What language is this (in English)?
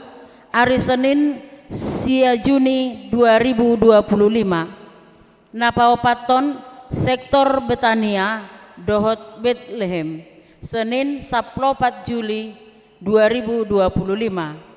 Batak Toba